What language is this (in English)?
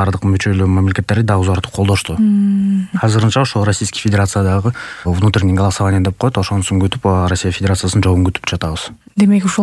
Kyrgyz